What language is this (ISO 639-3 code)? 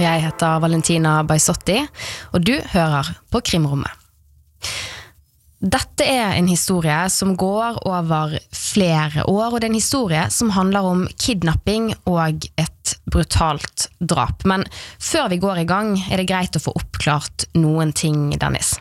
nor